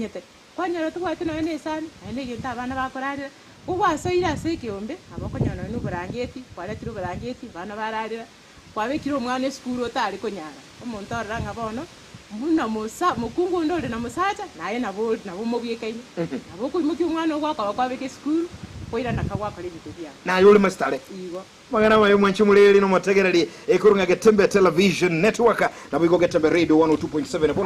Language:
Gusii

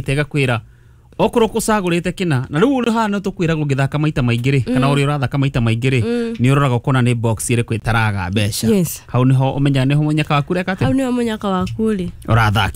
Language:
Kikuyu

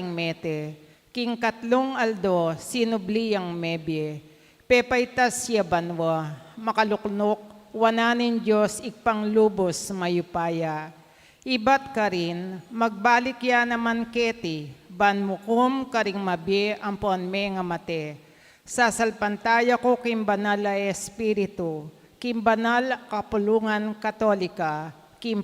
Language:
Pampanga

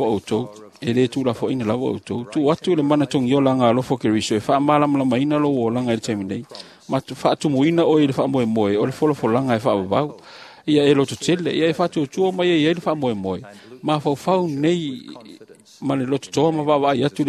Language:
Samoan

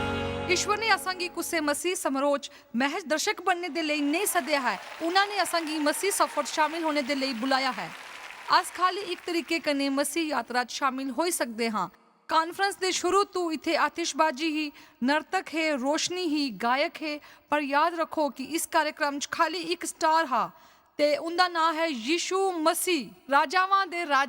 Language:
Dogri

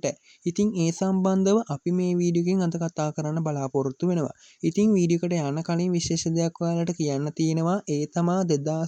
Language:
Sinhala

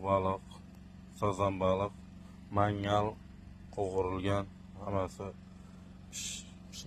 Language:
Uzbek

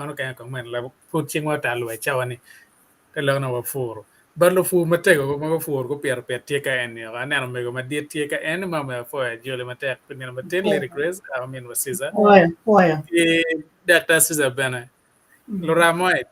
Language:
Acoli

